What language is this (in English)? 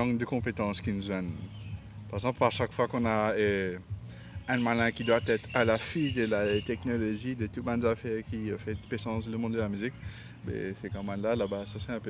Morisyen